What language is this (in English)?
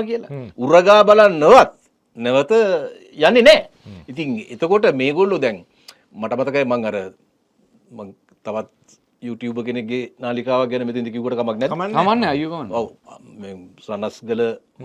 Sinhala